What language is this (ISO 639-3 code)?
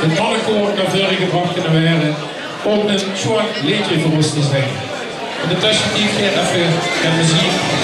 lim